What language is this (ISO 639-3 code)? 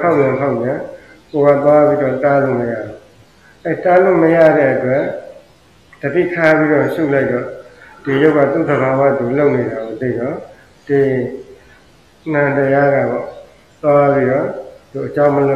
mya